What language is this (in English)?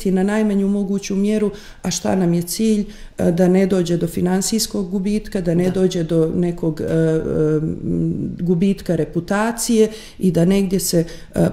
Bosnian